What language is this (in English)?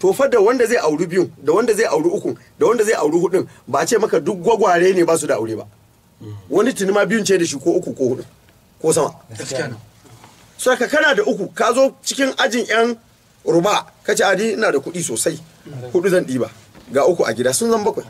Hausa